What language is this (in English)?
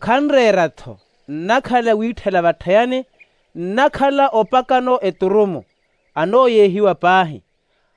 Makhuwa